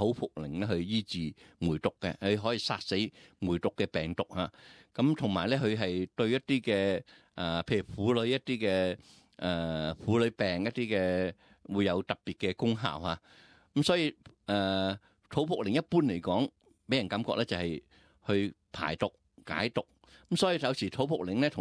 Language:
Cantonese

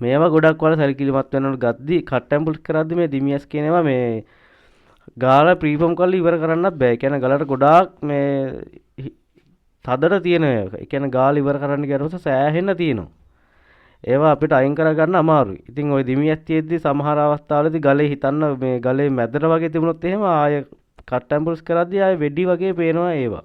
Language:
Sinhala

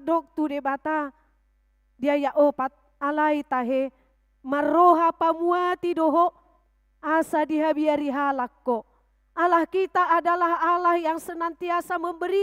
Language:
Batak Toba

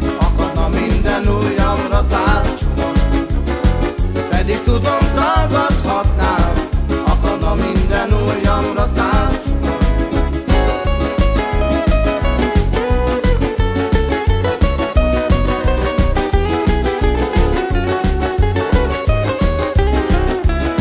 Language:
Hungarian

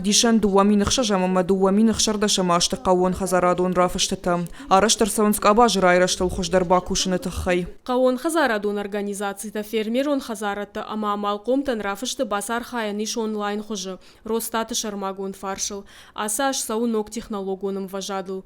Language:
Ossetic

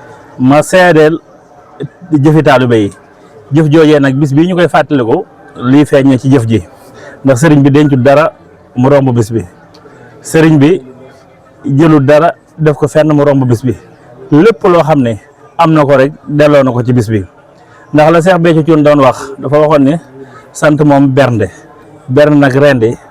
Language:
Wolof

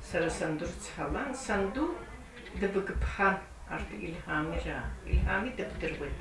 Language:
Abkhazian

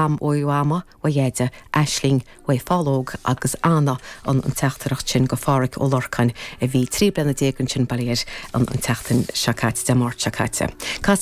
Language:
Irish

